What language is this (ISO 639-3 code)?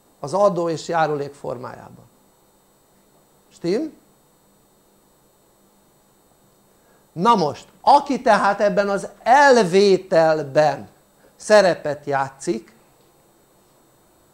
hun